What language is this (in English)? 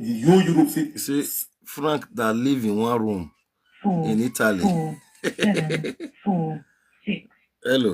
Nigerian Pidgin